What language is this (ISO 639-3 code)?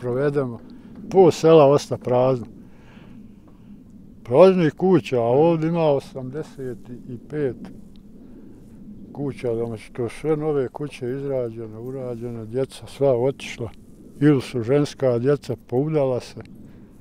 bos